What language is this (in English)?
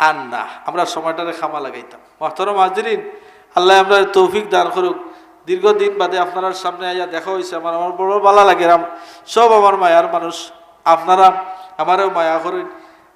Sylheti